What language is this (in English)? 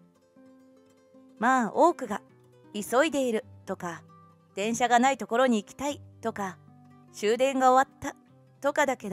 Japanese